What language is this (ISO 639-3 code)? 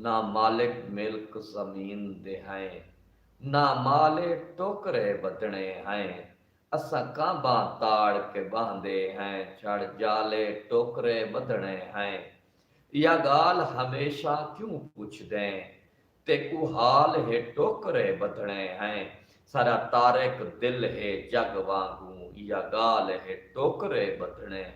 skr